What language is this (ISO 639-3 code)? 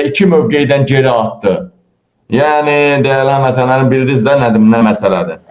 aze